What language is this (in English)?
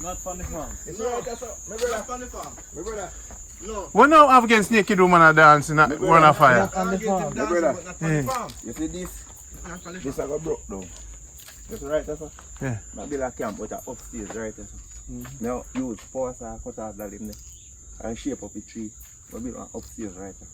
Jamaican Creole English